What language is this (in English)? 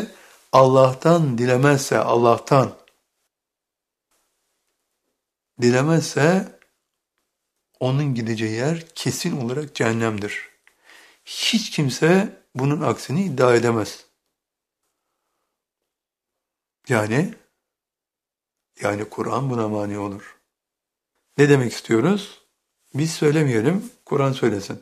Turkish